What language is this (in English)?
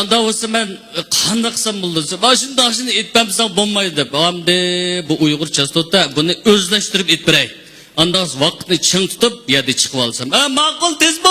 Uyghur